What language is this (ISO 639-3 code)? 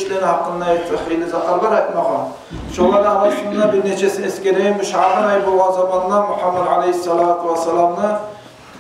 kum